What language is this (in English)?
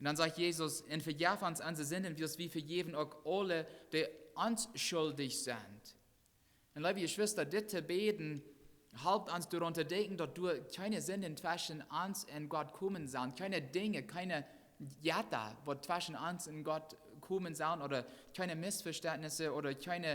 Plautdietsch